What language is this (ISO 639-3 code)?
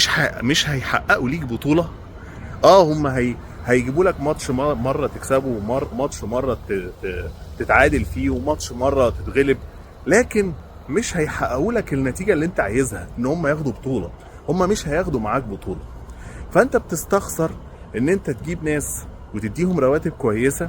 arz